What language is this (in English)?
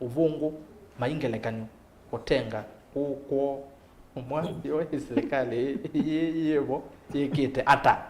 Kamba